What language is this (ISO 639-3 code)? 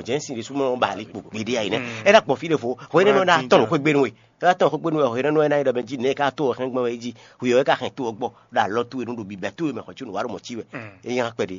fon